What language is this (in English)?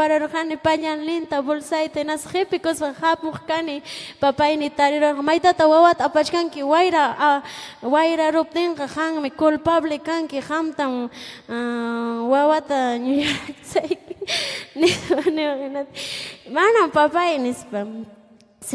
Ayacucho Quechua